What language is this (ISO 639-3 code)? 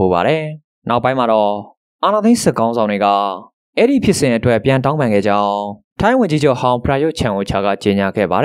mya